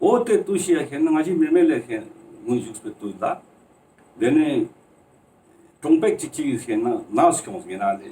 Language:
Ladakhi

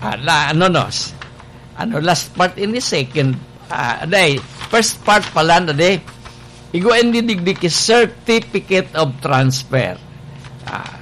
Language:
Bikol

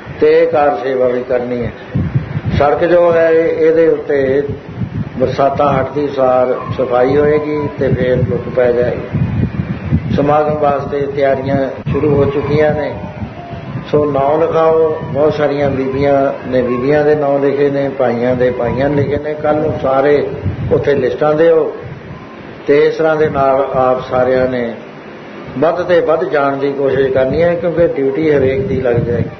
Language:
Punjabi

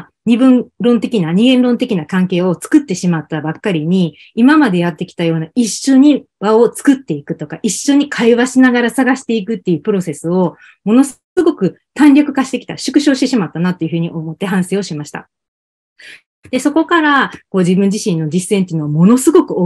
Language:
Japanese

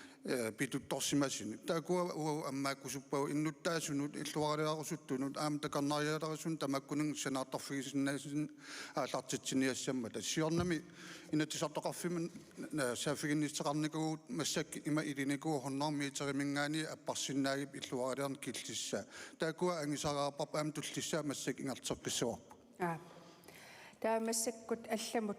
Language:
Kalaallisut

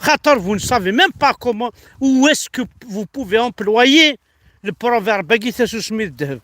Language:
Kabyle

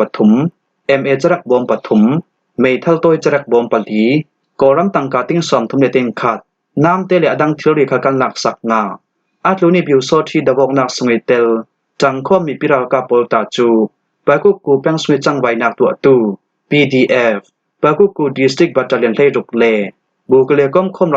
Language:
Falam Chin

